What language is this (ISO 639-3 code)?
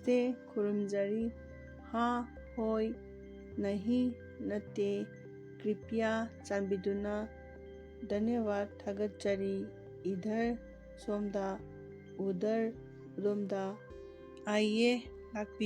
mni